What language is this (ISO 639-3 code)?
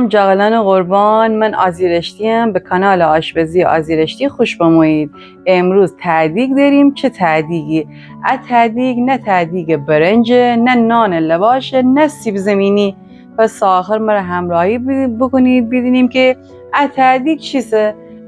glk